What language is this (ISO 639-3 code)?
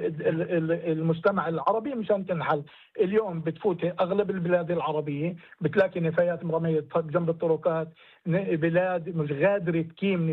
apc